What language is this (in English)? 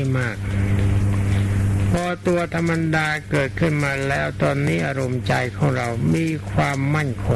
Thai